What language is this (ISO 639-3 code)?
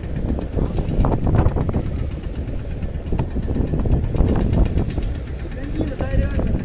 tam